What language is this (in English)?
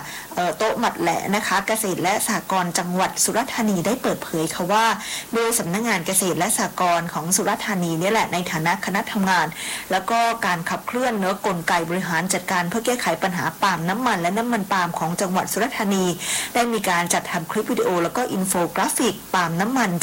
Thai